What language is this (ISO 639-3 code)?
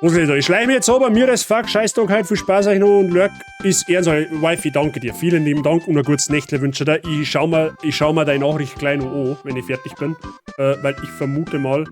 bar